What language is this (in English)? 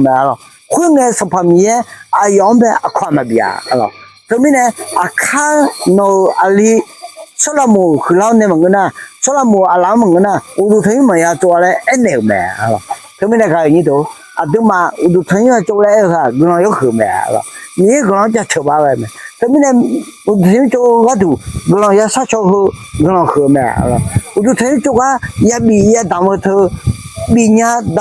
Akha